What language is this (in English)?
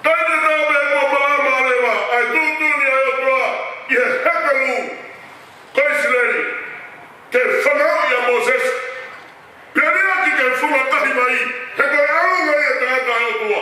Tongan